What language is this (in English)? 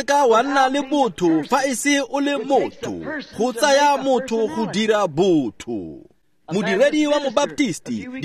Tswana